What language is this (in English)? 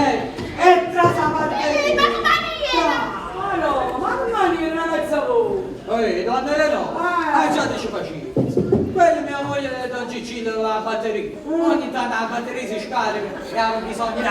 Neapolitan